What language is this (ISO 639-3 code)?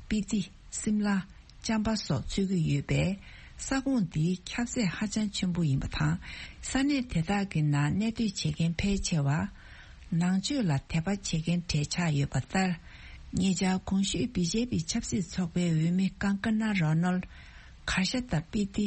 bod